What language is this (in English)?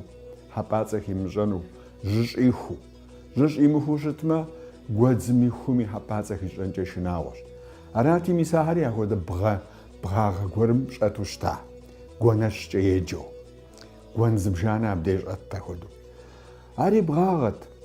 Kabardian